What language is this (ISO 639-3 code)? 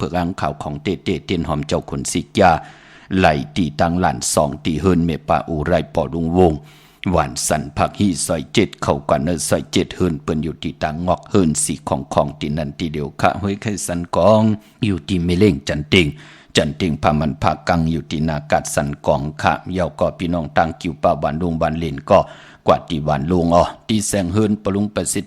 shn